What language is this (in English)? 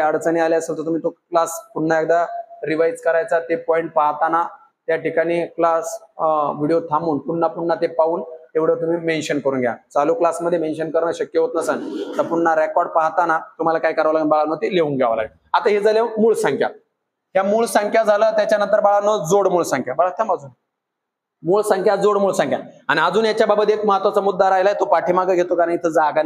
Marathi